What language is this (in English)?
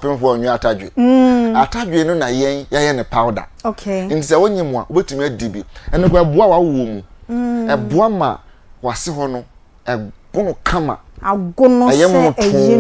Akan